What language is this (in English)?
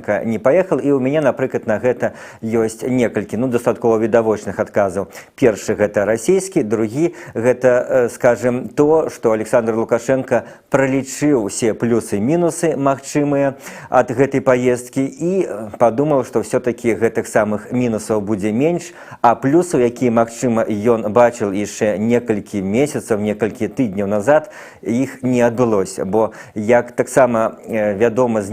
Belarusian